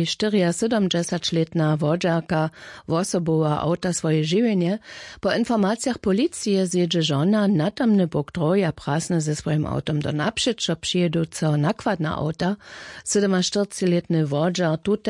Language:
Upper Sorbian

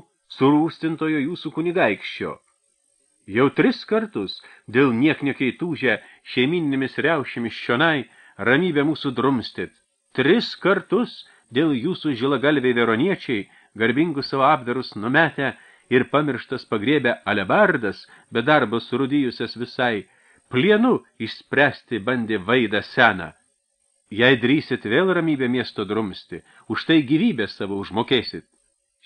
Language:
Lithuanian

